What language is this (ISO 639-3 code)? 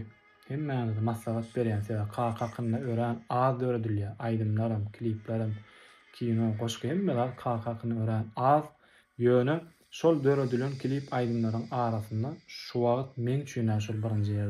tuk